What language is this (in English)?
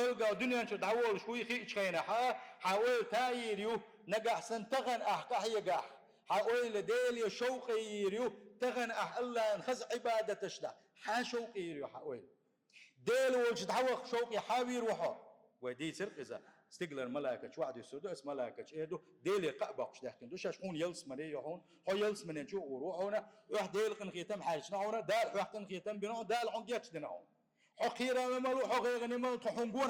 Chechen